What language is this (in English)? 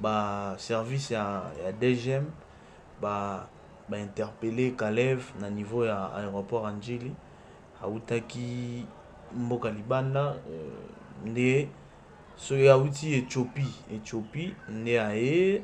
Lingala